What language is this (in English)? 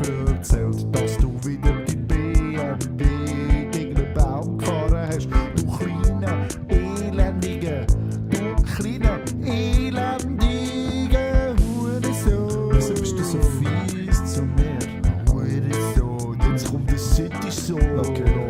Swiss German